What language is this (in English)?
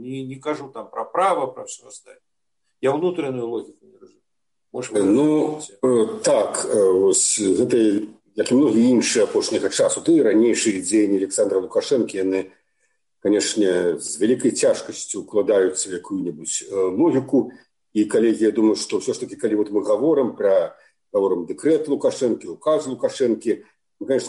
Belarusian